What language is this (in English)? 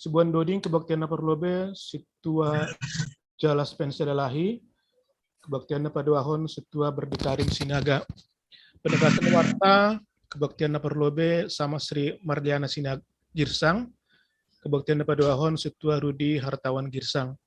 Batak Simalungun